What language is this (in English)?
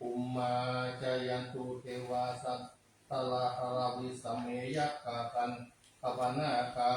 Pali